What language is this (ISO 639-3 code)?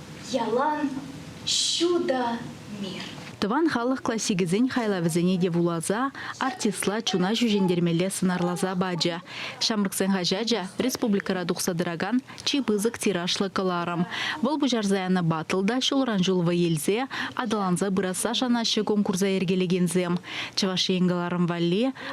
chv